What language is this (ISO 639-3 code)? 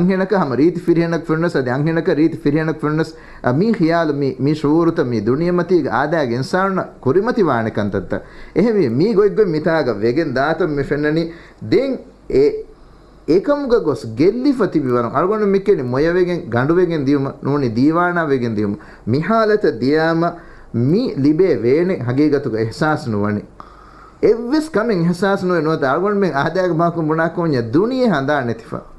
div